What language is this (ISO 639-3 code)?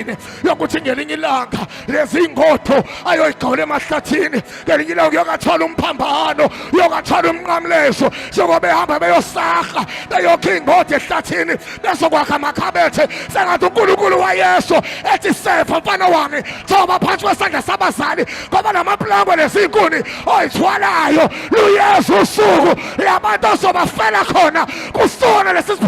zul